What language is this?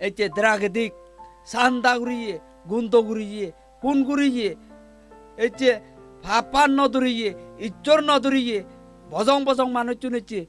Chakma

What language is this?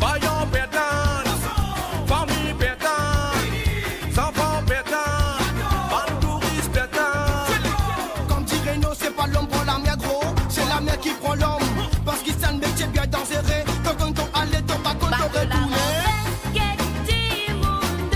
Morisyen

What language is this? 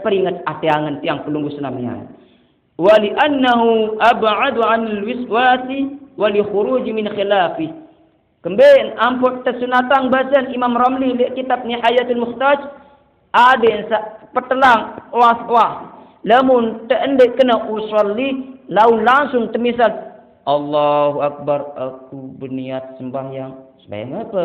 Sasak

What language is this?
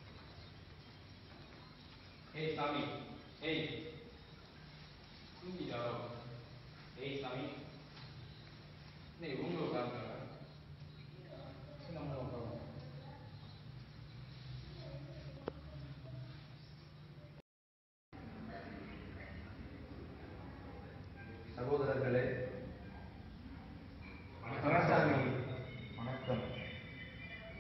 Tamil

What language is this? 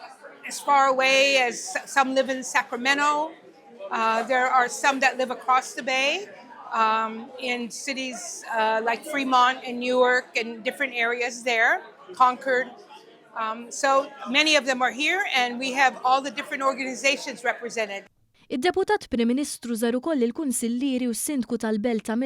Maltese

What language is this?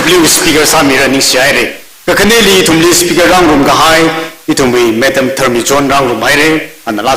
Tangkhul Naga (India)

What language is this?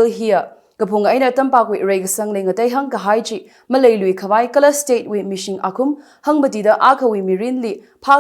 Tangkhul Naga (India)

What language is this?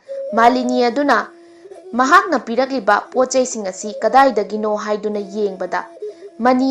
Manipuri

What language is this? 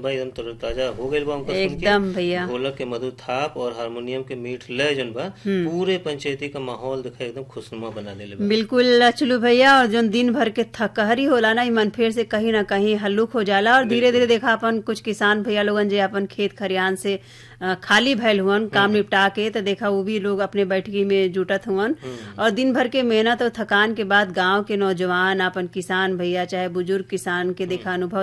Bhojpuri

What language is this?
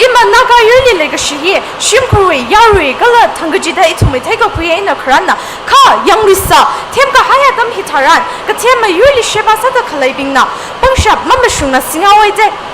Tangkhul Naga (India)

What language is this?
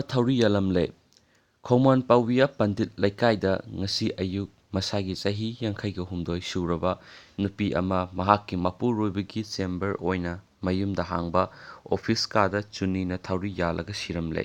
Manipuri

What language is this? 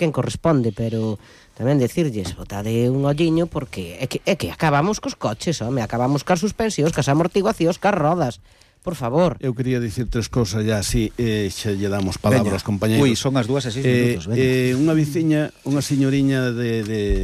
Galician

